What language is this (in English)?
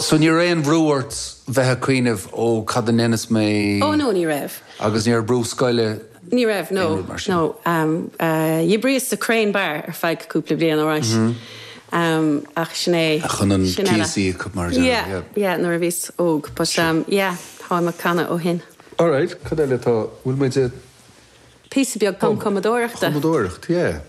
Irish